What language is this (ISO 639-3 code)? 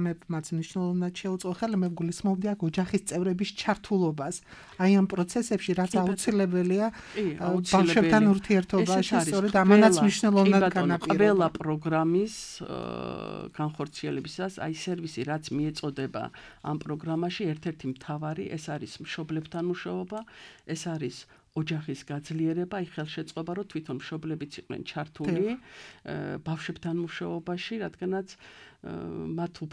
kat